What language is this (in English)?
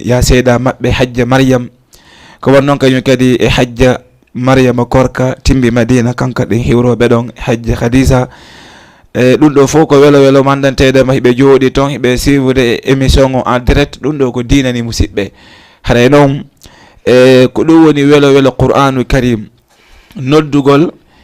Fula